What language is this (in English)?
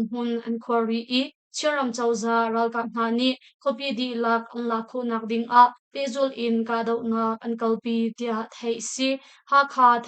Hakha Chin